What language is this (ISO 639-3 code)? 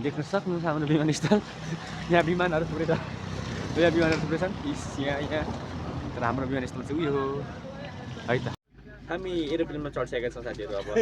nep